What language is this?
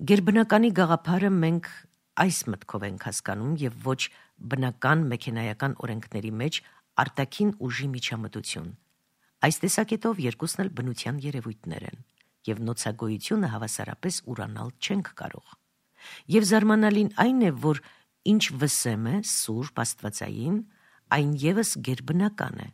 Armenian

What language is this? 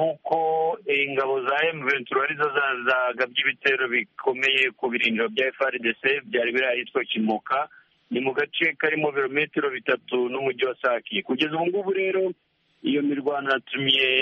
Kinyarwanda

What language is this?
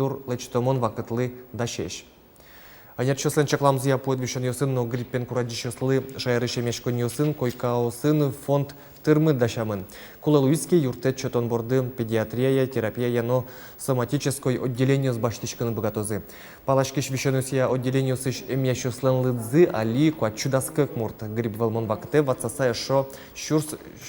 Udmurt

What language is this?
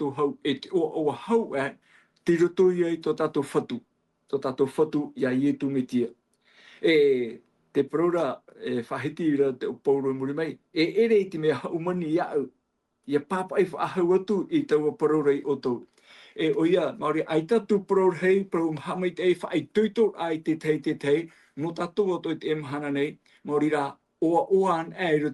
Tahitian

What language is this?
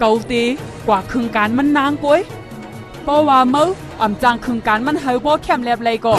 Shan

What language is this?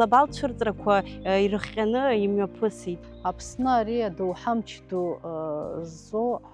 Abkhazian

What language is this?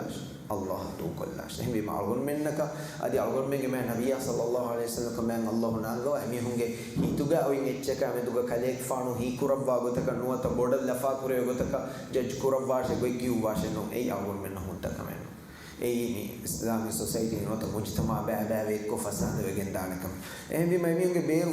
Divehi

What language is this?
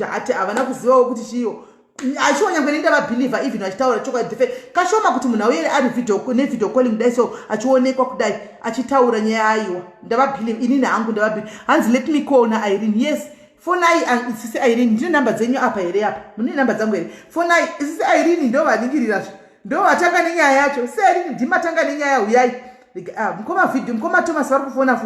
Shona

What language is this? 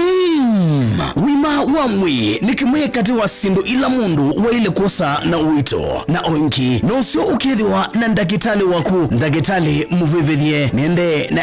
Kamba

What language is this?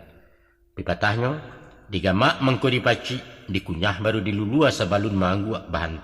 Minangkabau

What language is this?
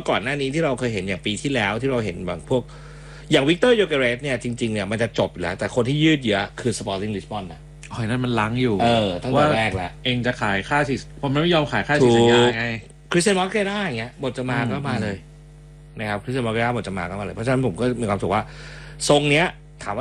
Thai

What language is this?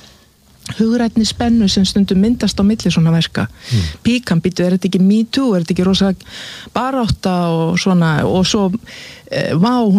Icelandic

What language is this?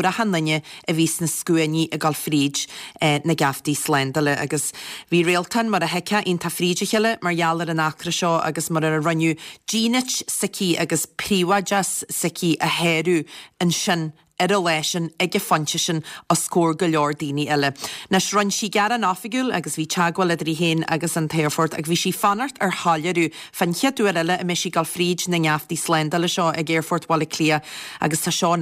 Irish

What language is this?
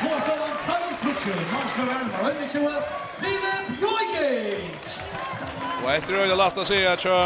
Faroese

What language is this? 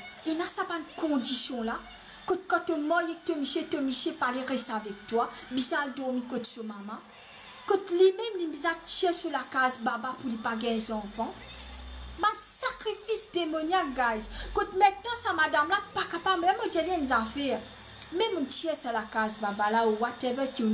Morisyen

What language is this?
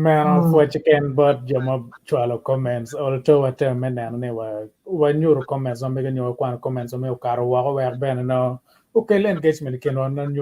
Acoli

